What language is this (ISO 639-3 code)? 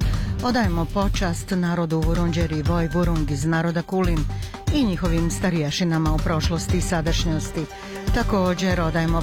bos